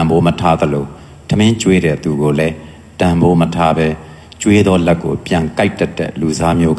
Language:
Burmese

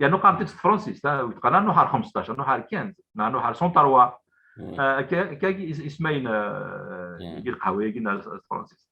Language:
Kabyle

